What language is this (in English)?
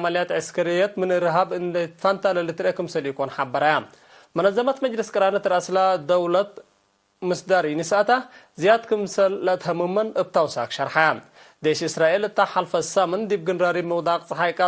Tigre